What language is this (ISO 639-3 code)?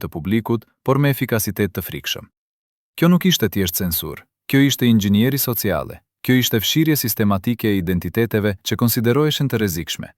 sqi